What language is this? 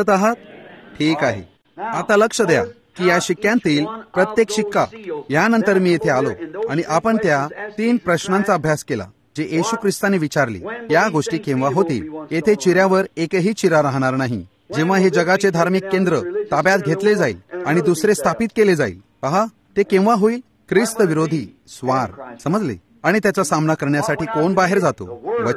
Marathi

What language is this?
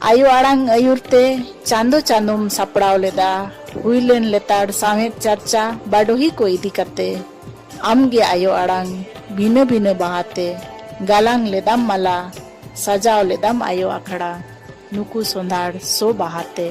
Santali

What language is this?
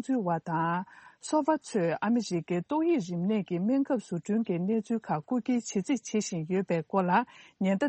Tibetan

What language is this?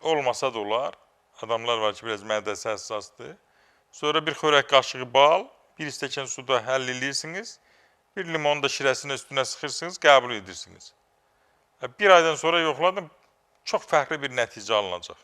Azerbaijani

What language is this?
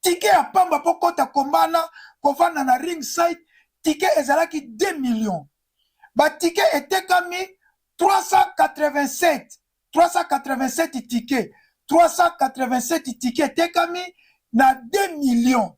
Lingala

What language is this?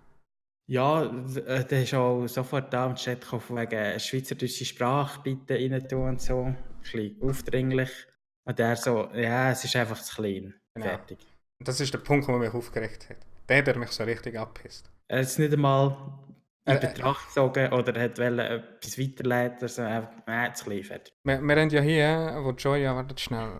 Swiss German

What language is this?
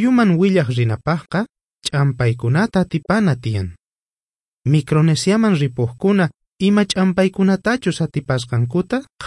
South Bolivian Quechua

